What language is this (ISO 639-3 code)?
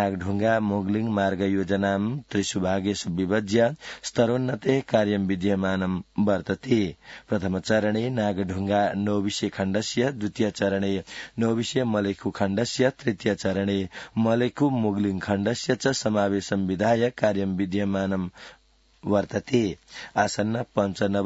san